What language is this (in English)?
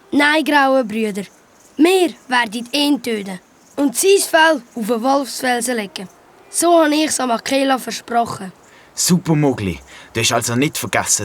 Swiss German